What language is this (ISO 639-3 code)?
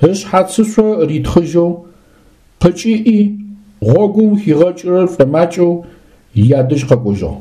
ady